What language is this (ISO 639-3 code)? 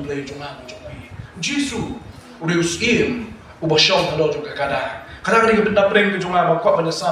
kha